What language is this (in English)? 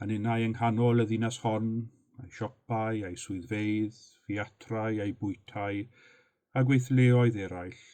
Welsh